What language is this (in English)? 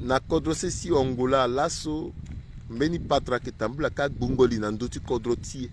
Sango